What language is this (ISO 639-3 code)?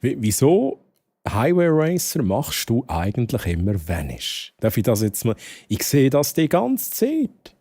gsw